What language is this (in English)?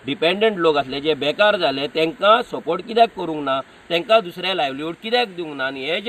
Konkani